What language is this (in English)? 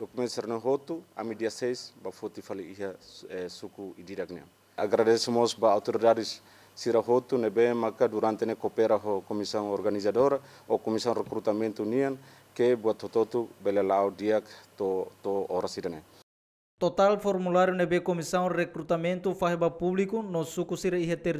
Tetum